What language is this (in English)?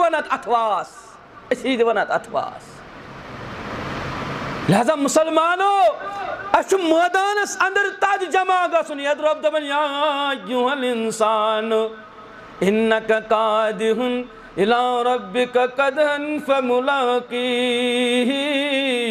Kashmiri